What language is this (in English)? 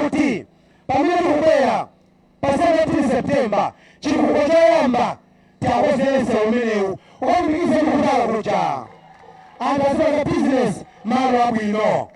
Nyanja